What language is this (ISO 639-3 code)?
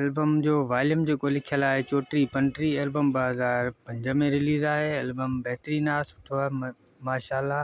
snd